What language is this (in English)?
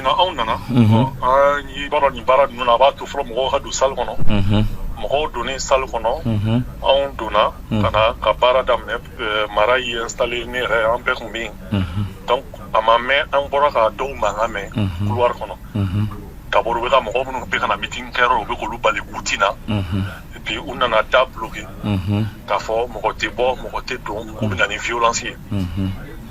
Bambara